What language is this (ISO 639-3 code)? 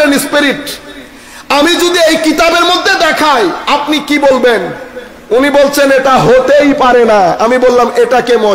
ben